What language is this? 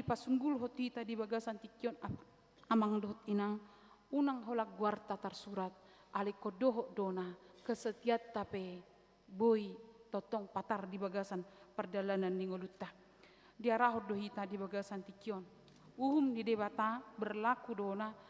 Batak Toba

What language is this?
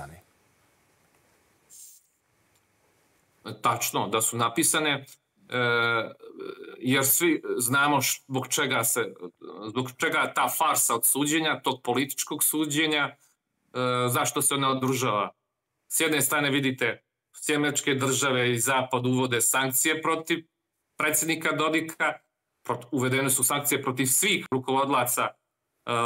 Serbian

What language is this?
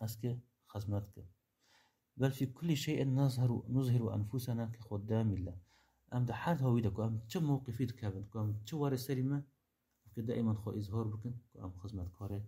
Kurdish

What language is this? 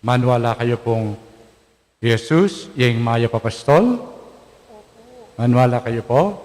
Pampanga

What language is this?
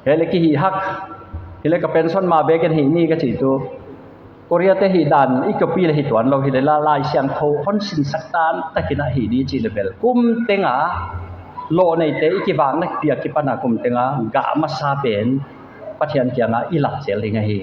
Paite Chin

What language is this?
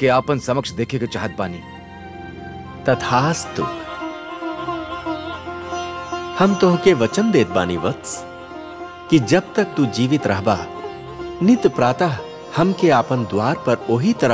Bhojpuri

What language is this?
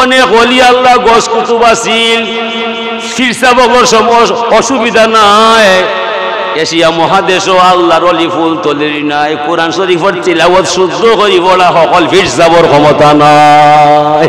Sylheti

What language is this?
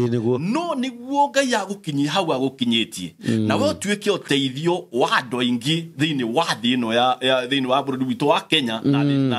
Kikuyu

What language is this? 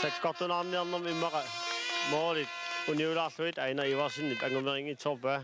Kalaallisut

